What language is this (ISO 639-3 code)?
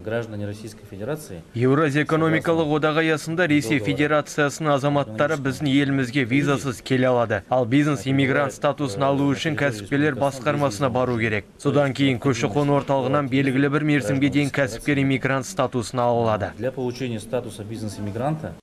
kaz